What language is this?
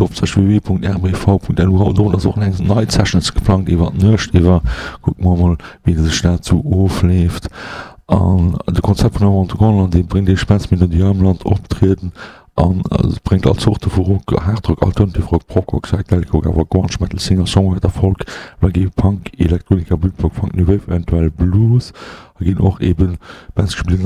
Luxembourgish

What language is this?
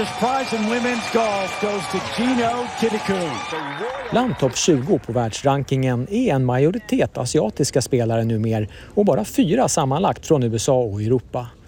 Swedish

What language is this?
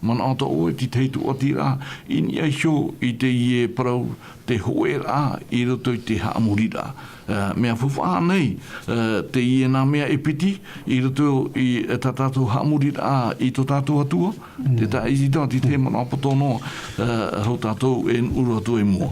Tahitian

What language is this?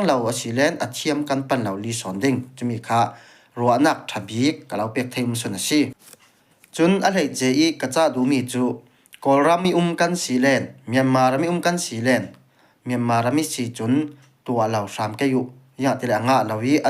Falam Chin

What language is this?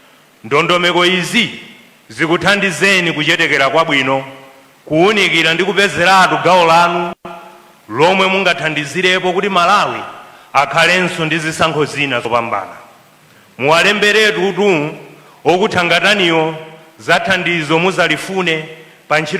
Nyanja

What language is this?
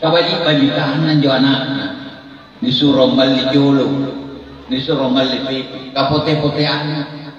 Makasar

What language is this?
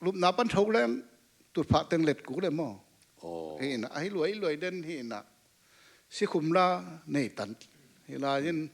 Tedim Chin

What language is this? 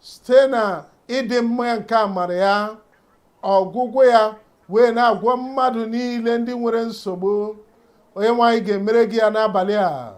Igbo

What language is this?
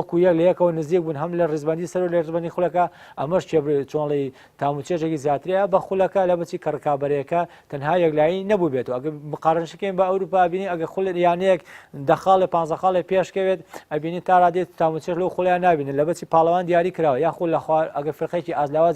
Central Kurdish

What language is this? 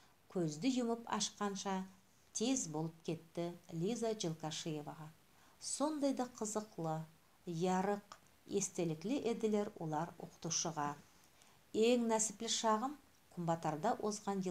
Nogai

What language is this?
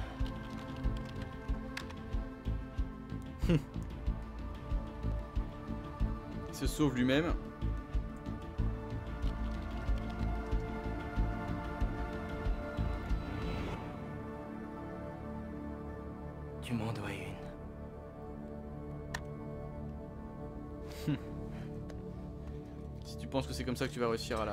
French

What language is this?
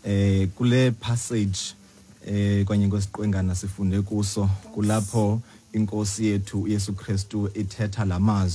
Xhosa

